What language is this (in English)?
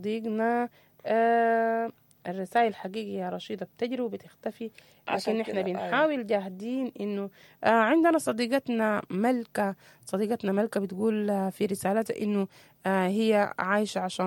Sudanese Arabic